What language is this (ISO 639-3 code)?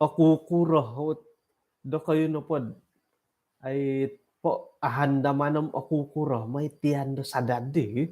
dtp